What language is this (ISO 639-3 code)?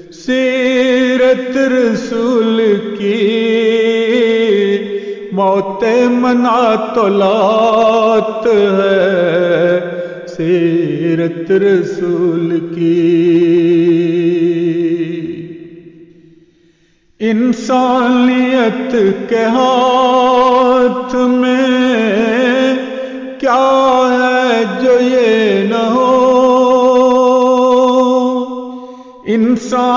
urd